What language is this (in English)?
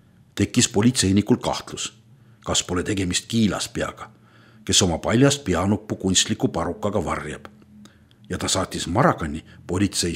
Estonian